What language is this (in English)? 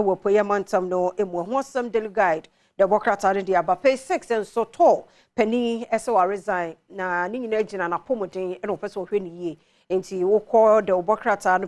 Akan